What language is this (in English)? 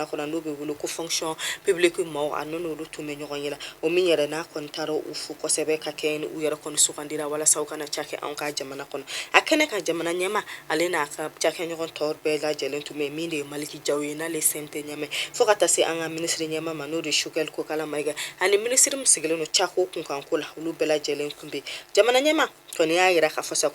Bambara